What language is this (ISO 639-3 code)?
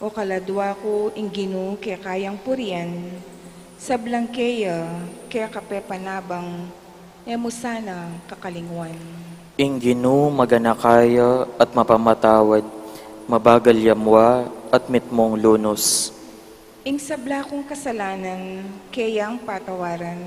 pam